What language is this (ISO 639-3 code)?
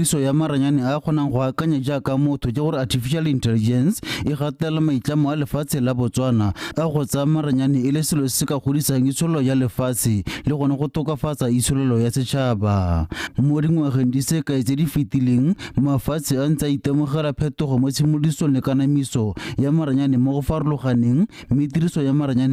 tsn